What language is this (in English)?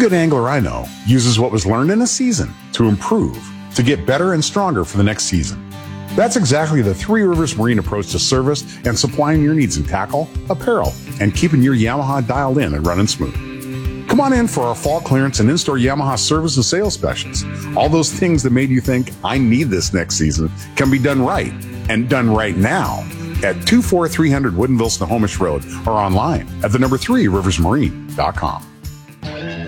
English